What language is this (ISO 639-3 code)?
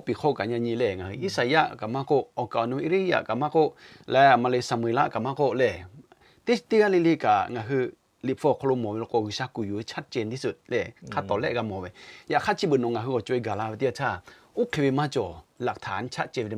lhu